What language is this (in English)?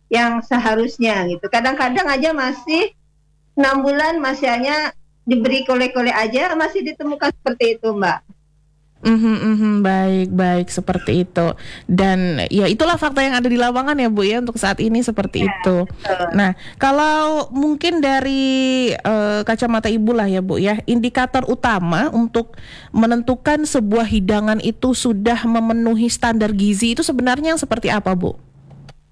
Indonesian